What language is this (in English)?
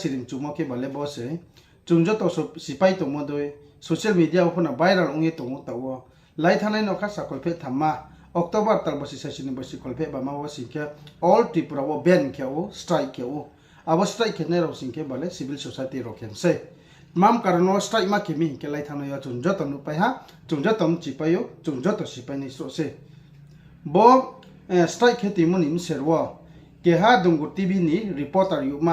Riang (India)